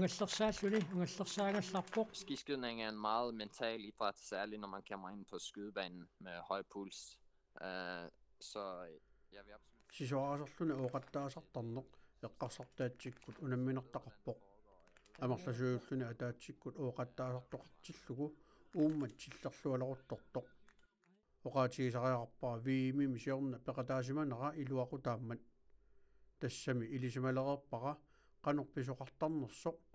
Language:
Kalaallisut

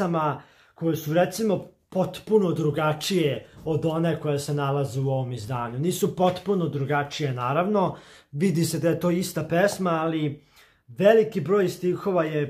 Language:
Serbian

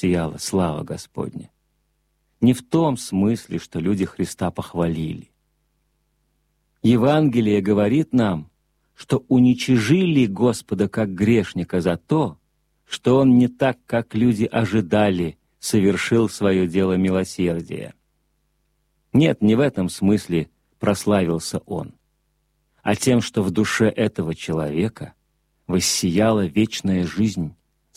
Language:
Russian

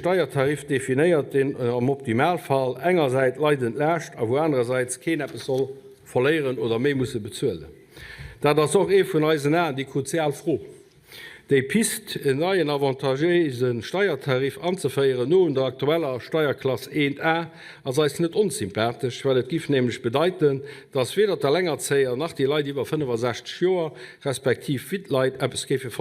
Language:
Luxembourgish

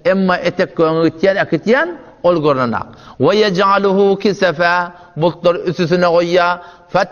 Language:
Turkmen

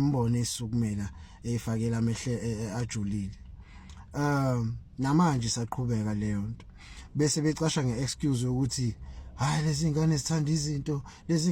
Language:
Zulu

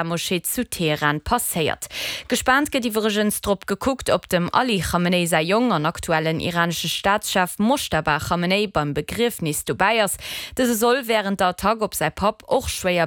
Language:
Luxembourgish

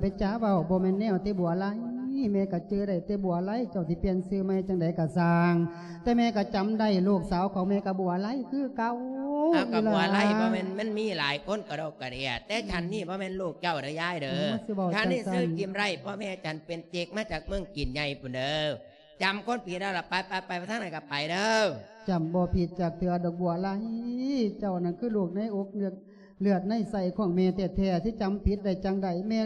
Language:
Lao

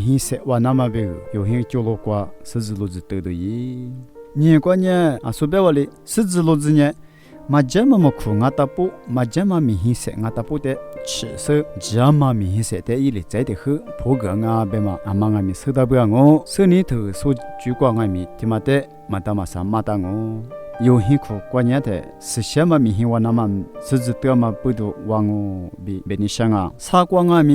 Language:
Lisu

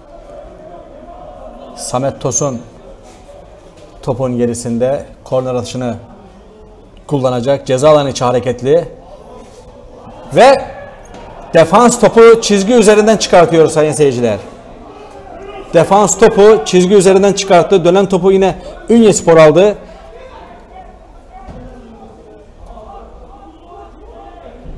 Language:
Turkish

